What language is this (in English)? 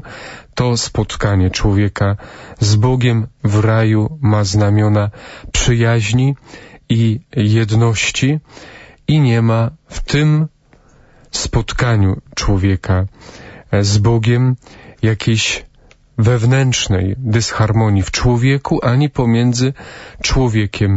Polish